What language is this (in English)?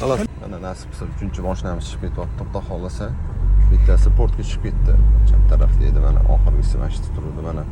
Uzbek